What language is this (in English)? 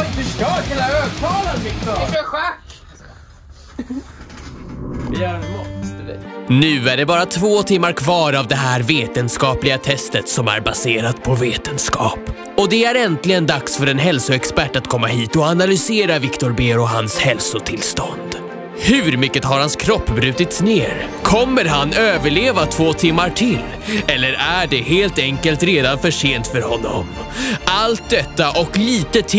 Swedish